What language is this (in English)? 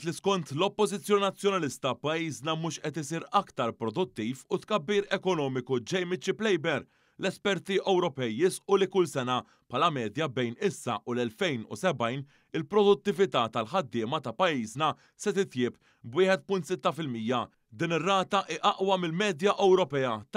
Maltese